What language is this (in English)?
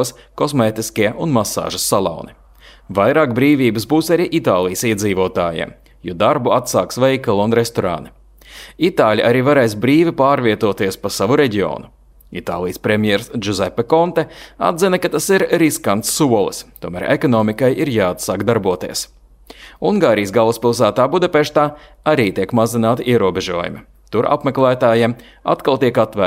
Latvian